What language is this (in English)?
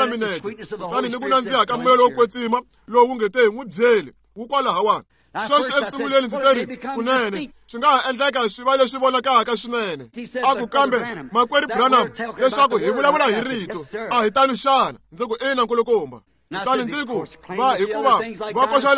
Tsonga